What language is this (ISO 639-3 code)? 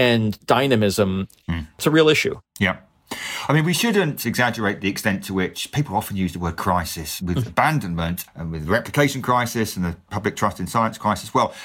eng